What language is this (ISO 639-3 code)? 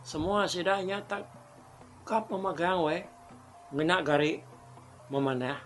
iba